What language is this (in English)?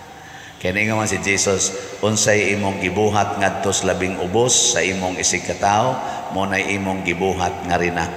Cebuano